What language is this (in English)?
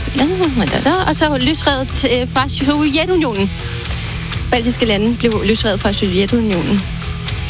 Danish